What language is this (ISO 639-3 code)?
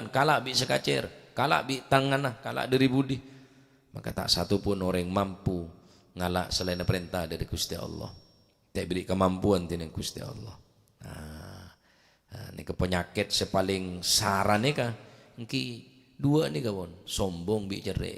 mad